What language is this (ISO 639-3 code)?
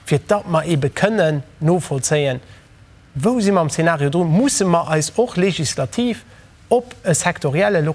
ltz